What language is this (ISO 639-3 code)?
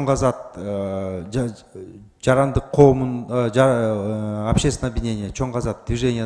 kir